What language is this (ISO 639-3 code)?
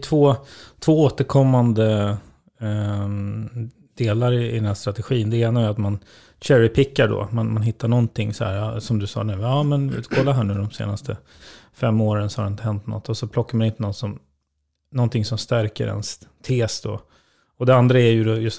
swe